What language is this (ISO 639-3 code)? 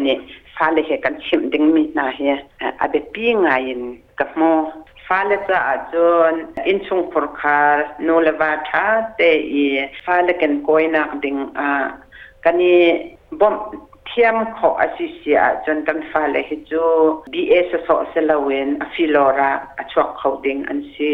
cnh